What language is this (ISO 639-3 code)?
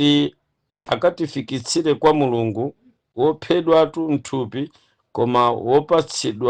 nya